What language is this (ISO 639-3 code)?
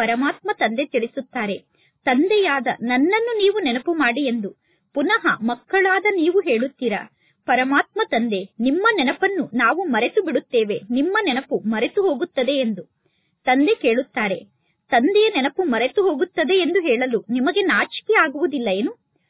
kan